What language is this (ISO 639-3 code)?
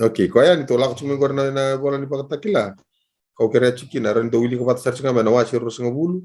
fij